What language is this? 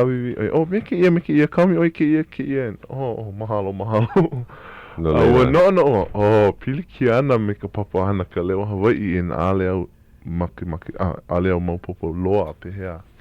Hawaiian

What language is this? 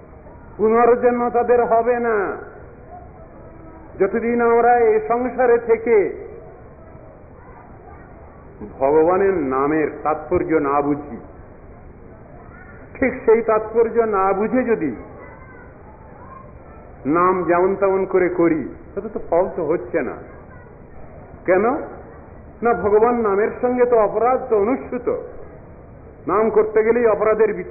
Bangla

